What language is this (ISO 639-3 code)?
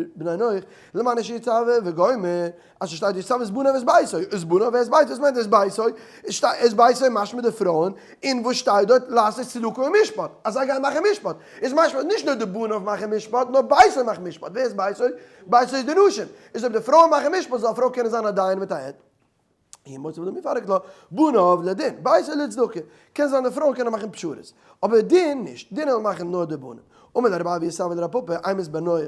yid